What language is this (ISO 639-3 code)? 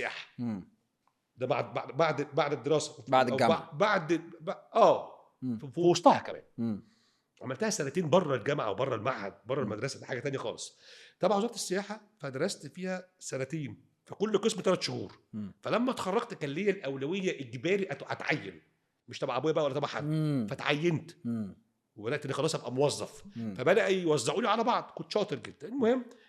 arz